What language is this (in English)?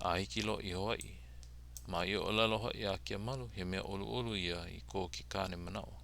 Hawaiian